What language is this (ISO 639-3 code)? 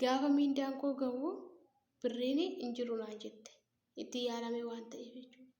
orm